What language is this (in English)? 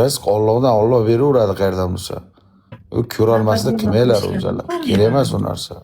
Uzbek